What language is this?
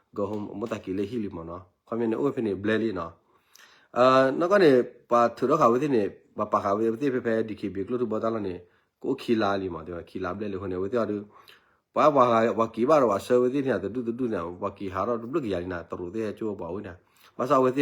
S'gaw Karen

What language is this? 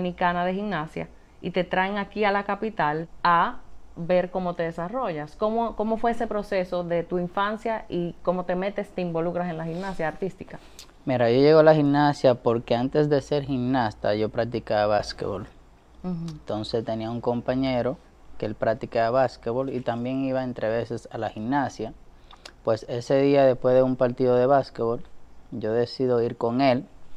Spanish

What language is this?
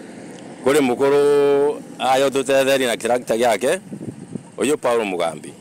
Meru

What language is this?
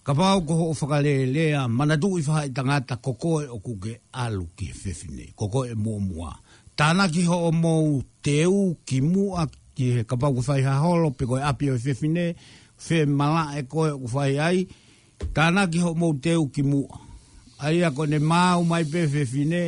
Tongan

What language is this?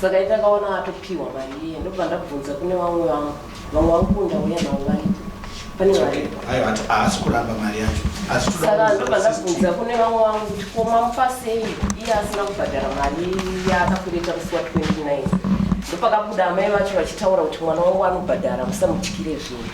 Shona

